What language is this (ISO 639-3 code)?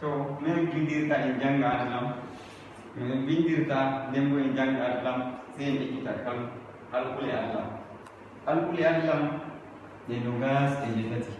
ful